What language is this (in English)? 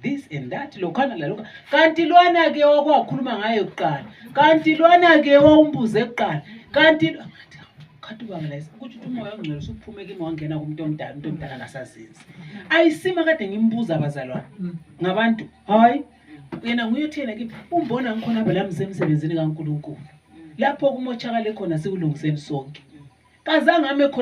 North Ndebele